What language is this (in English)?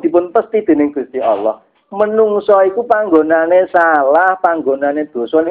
Javanese